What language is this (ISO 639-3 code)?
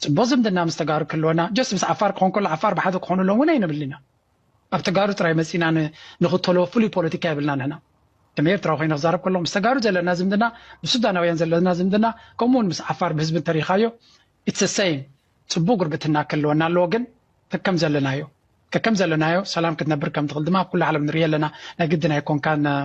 tir